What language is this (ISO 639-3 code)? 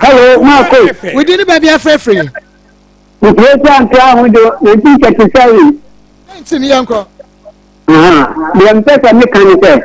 aka